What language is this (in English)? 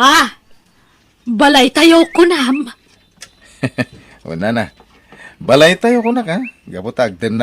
Iloko